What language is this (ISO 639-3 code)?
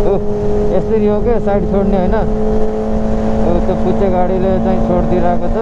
nep